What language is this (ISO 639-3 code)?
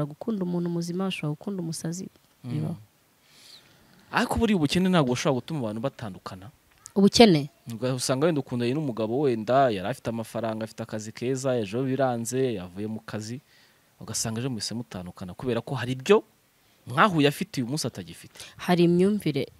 kin